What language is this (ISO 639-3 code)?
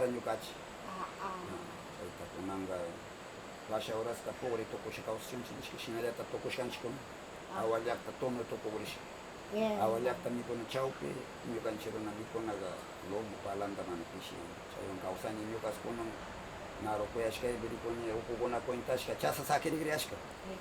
qvz